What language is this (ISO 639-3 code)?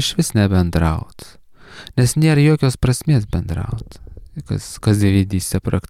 lit